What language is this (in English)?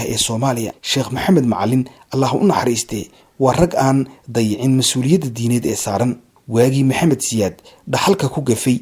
Somali